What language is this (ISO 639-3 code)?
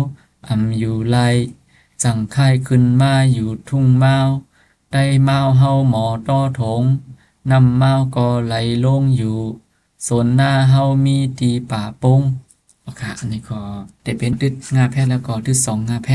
shn